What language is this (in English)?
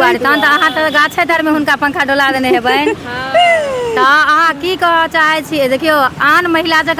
Maithili